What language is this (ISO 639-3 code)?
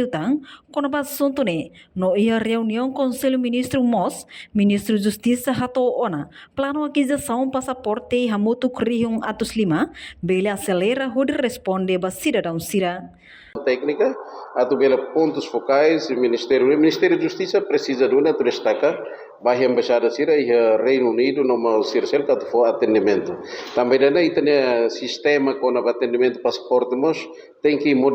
tet